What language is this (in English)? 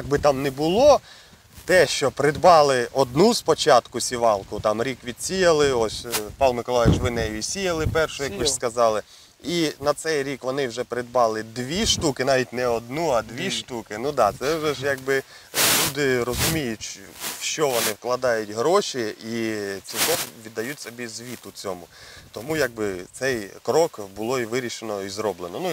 Ukrainian